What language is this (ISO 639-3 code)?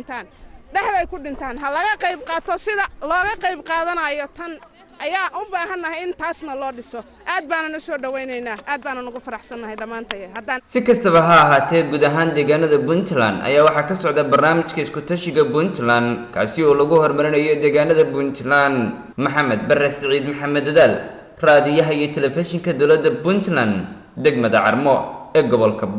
som